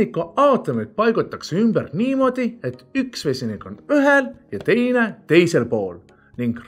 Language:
Estonian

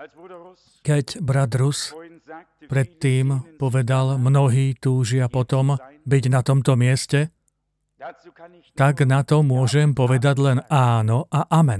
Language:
Slovak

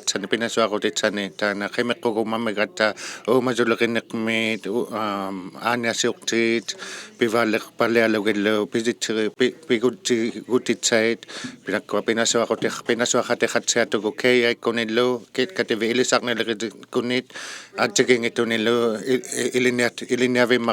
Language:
Inuktitut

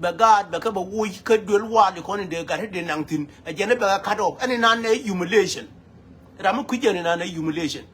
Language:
Nuer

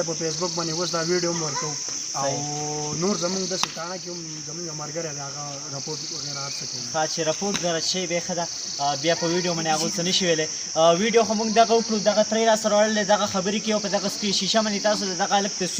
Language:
Pashto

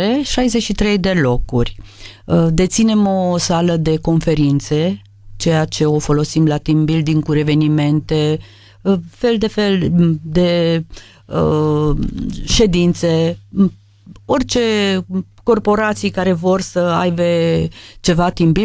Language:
Romanian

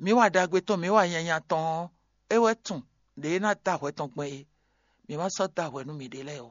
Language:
Fon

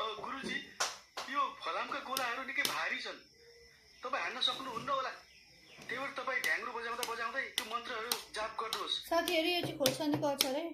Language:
Nepali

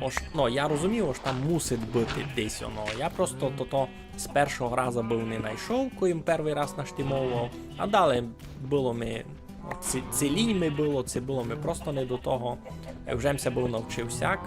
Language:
Rusyn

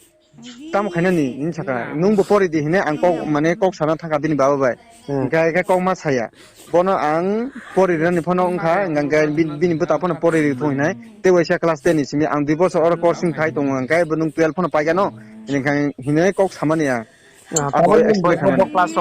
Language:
Riang (India)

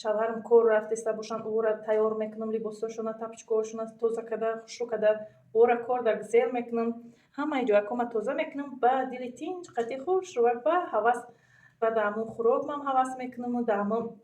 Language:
Tajik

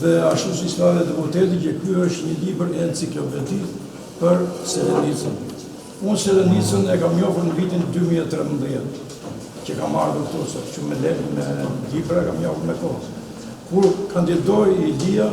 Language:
Albanian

